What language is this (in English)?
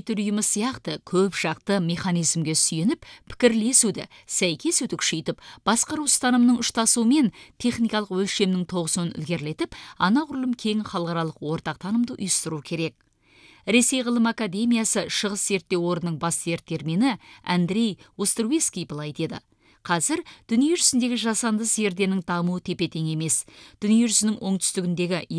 Kazakh